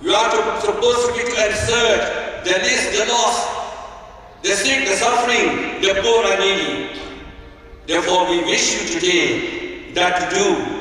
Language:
Khasi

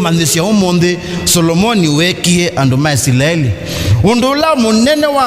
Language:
Kamba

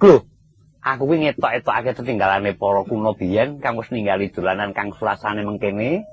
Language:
Javanese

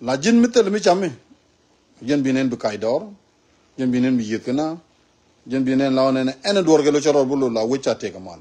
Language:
Nuer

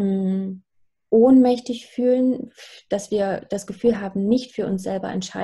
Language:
German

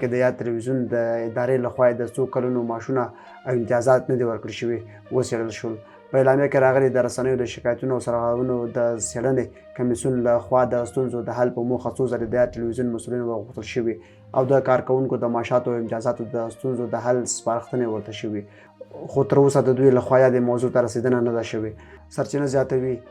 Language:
Pashto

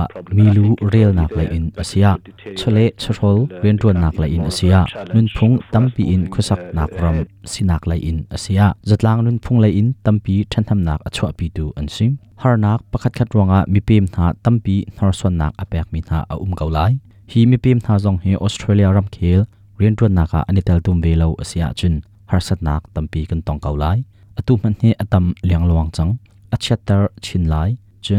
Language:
Hakha Chin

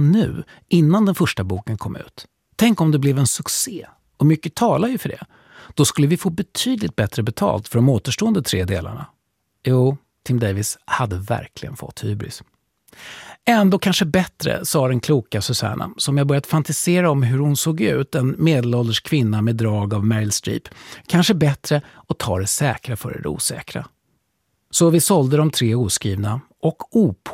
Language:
Swedish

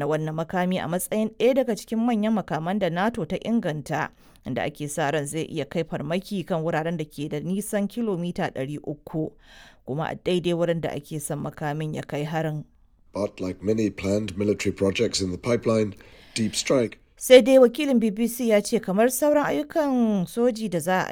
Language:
Hausa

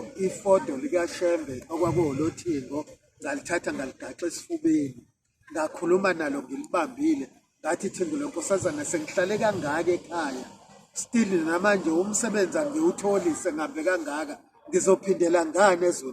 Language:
Zulu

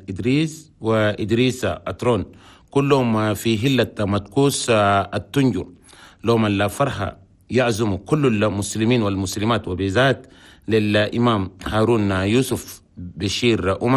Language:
Chadian Arabic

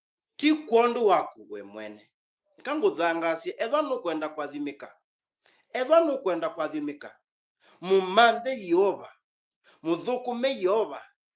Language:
Kamba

